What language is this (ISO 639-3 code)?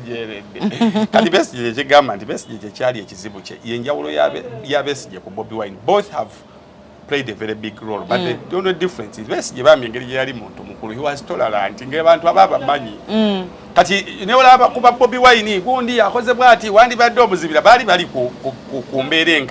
lug